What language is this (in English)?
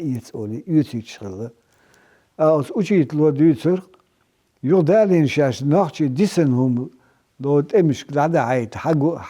Chechen